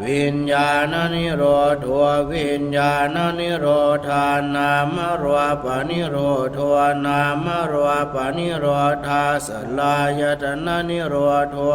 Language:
Pali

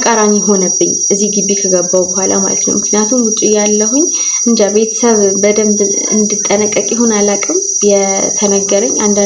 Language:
Amharic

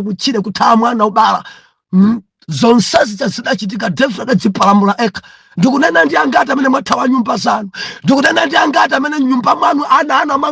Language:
Nyanja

